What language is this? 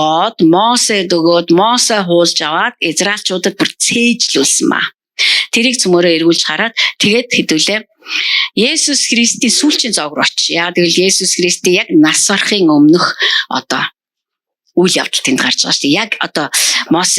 Mongolian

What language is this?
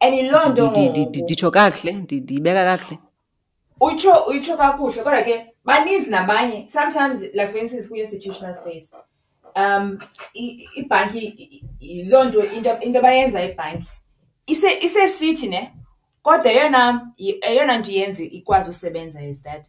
Xhosa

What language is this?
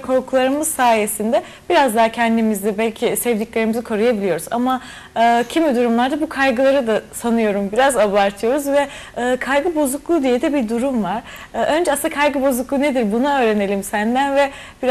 Turkish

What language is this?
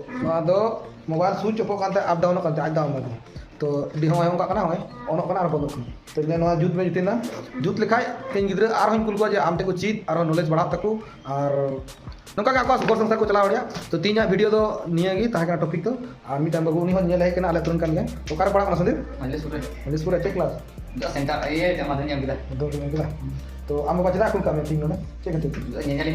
Santali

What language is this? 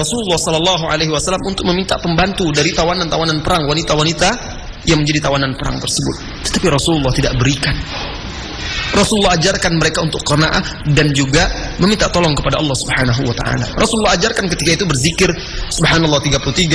Indonesian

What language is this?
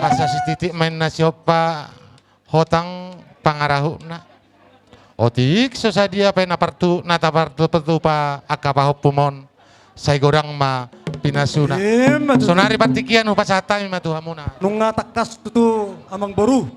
Batak Toba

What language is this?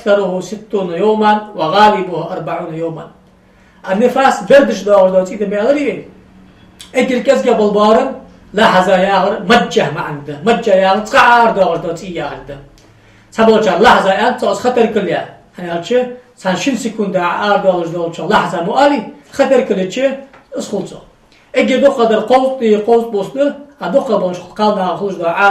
Ingush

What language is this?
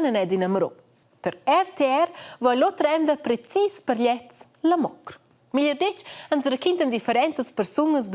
Romansh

